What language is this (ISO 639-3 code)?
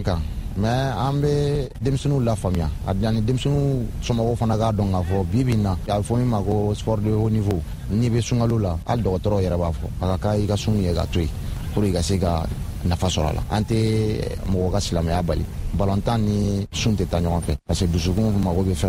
bam